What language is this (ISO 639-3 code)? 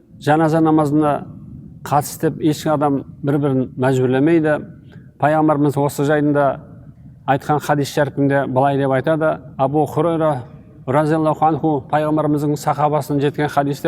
kaz